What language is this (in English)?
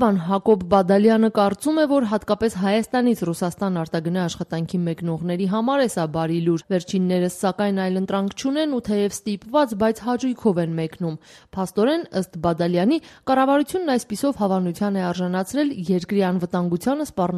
Armenian